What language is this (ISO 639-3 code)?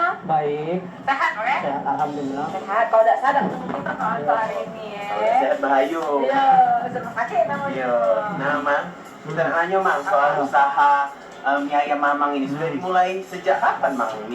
mui